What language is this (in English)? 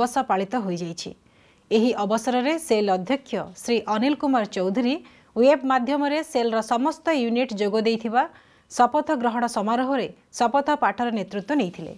Odia